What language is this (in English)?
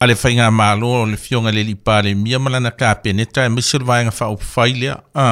Samoan